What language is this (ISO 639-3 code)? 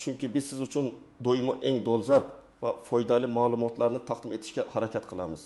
uzb